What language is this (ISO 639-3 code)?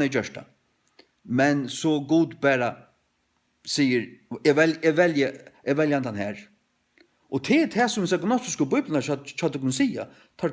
fao